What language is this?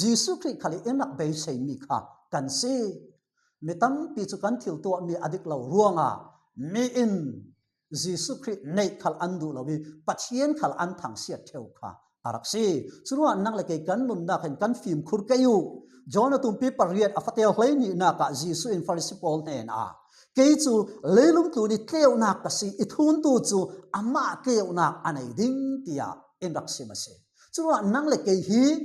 Falam Chin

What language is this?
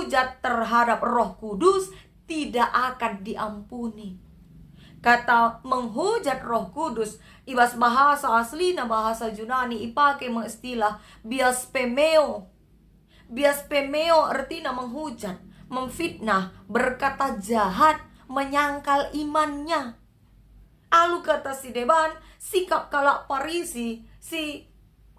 Batak Karo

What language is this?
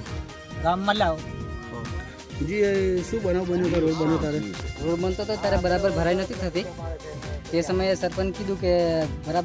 Gujarati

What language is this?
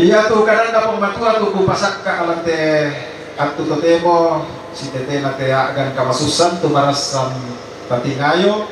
Toraja-Sa'dan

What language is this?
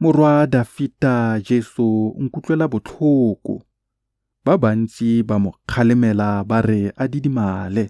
Tswana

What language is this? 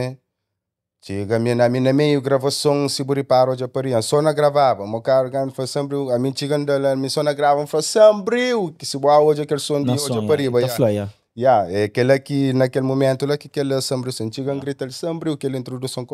Kabuverdianu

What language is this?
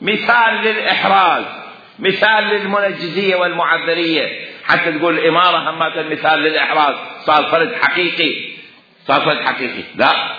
Mesopotamian Arabic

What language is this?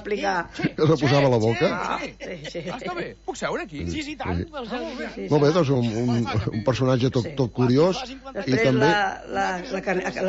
Catalan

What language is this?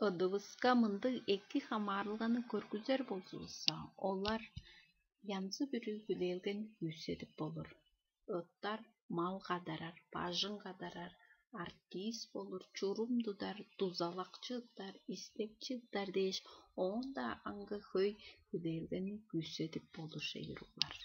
Tuvinian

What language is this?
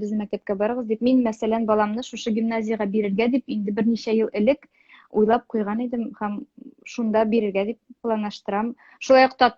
Tatar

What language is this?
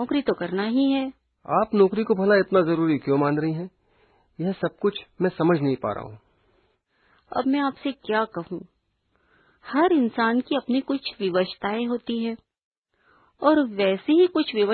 Hindi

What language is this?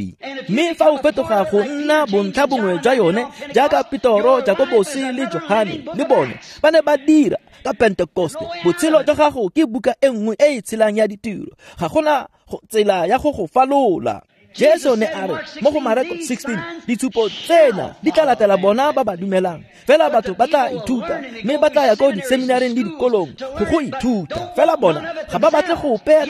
Tswana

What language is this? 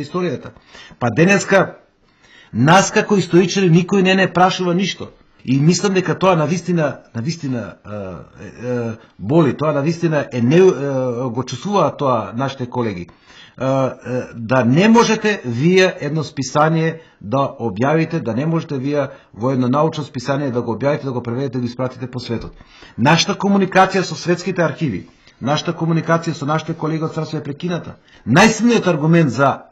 Macedonian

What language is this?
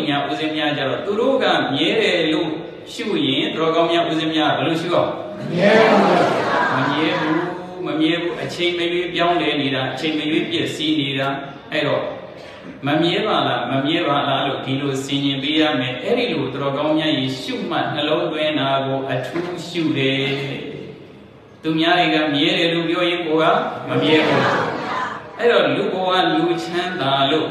Burmese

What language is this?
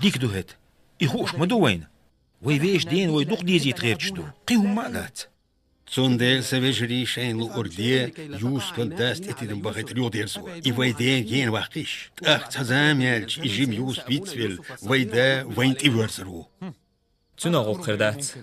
Chechen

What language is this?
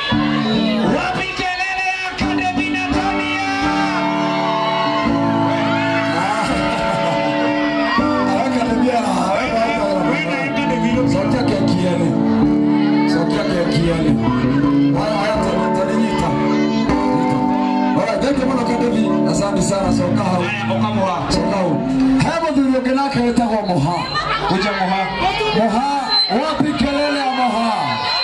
Swahili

